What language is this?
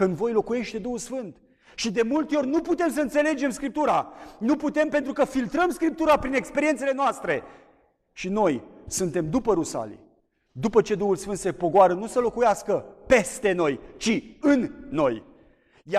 Romanian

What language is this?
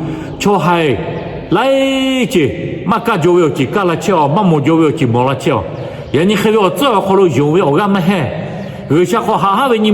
Lahu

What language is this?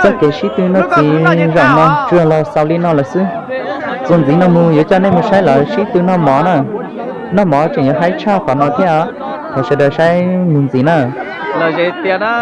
Hmong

